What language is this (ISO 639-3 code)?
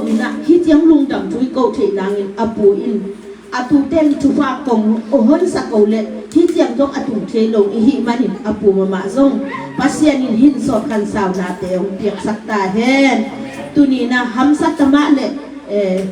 ctd